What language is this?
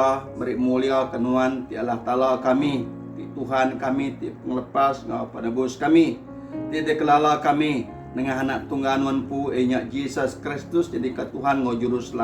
Iban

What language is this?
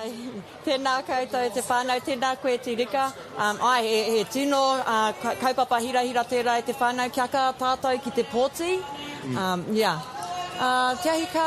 Māori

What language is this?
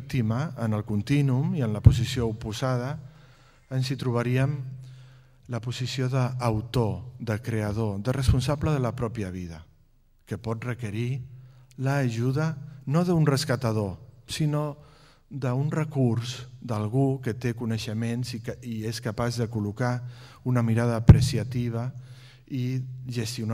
Catalan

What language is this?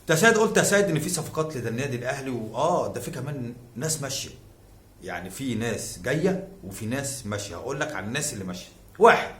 Egyptian Arabic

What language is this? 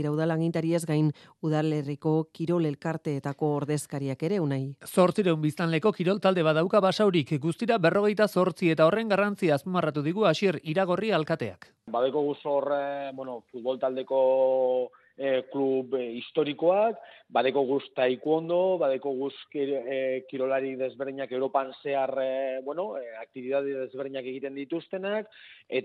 Basque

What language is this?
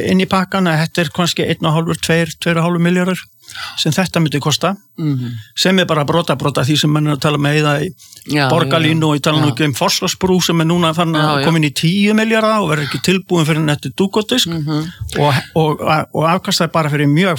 Icelandic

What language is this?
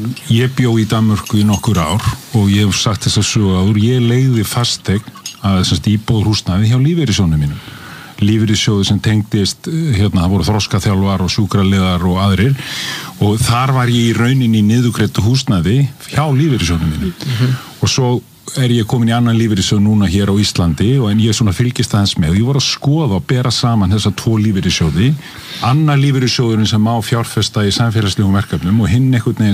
Icelandic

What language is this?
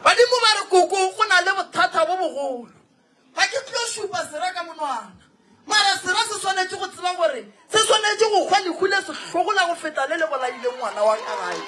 Northern Sotho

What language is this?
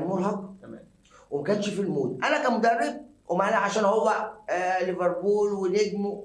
Egyptian Arabic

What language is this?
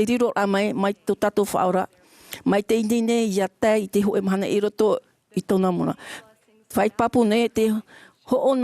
Tahitian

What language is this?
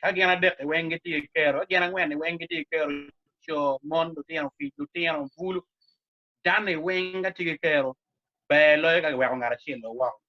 Acoli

